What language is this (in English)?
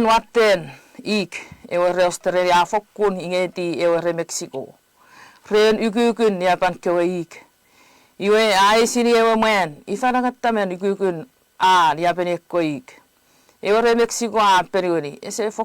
Chuukese